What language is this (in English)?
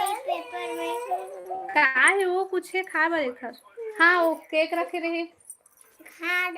Chhattisgarhi